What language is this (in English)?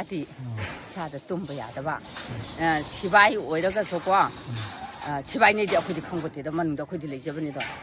Manipuri